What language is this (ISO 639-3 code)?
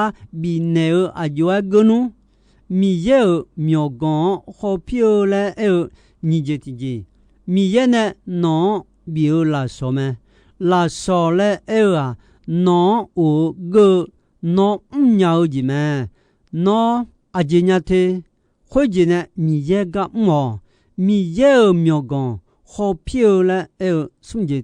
ahk